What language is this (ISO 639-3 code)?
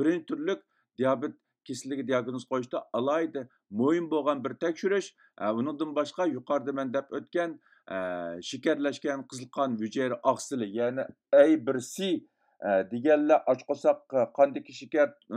uig